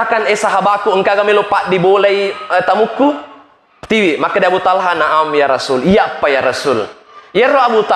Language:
Buginese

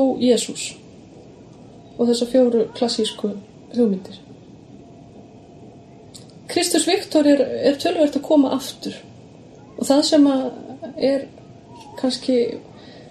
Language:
Icelandic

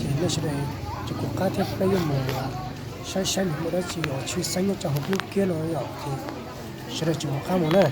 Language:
Hmong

